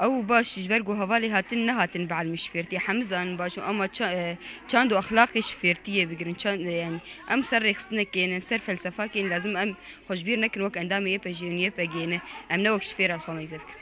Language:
Kurdish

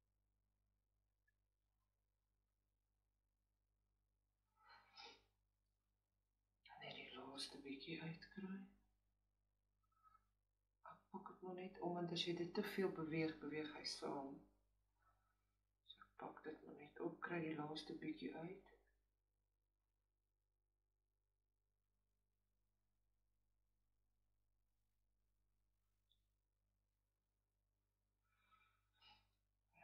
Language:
Afrikaans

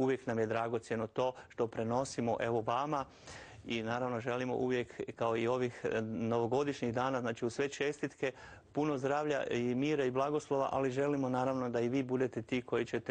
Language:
Croatian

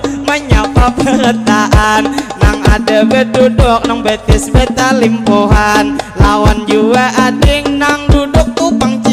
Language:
Banjar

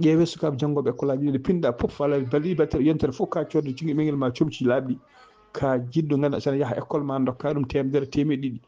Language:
Fula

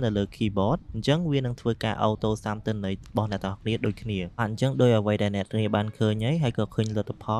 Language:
Khmer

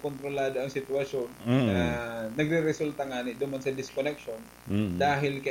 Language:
Bikol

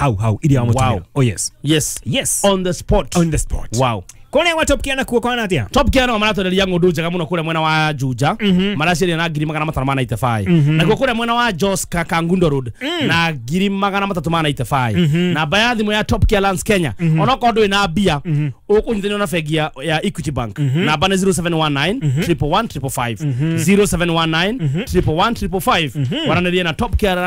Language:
Kikuyu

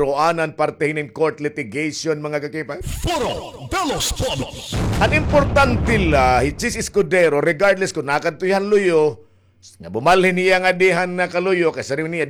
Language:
Waray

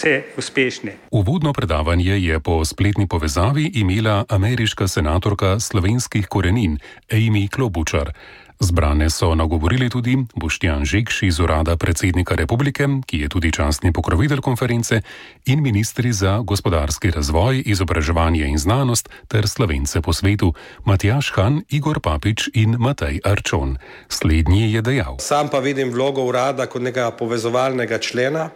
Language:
Slovenian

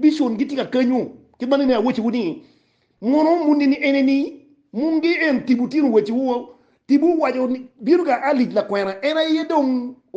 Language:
Acoli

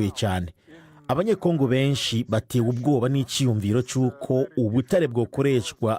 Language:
Rundi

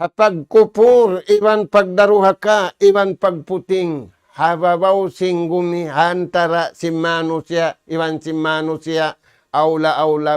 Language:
Tausug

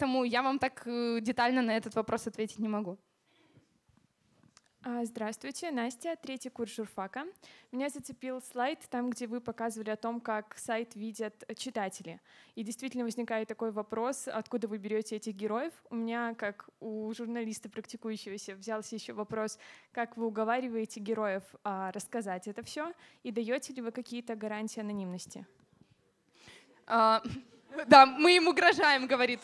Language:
Russian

